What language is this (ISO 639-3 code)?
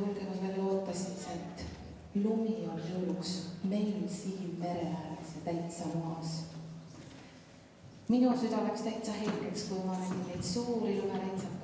est